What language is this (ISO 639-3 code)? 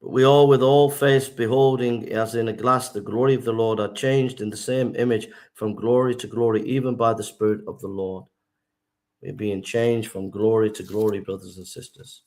eng